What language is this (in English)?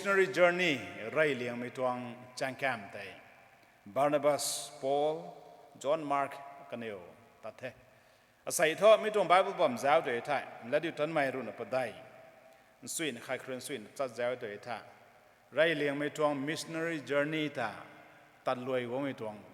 Rongmei Naga